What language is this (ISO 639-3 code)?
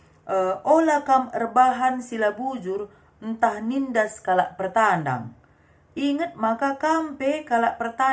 btx